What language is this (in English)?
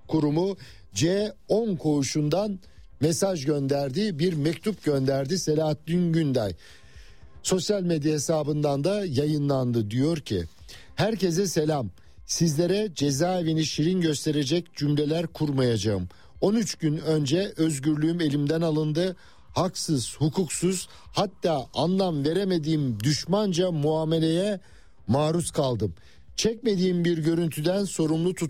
Turkish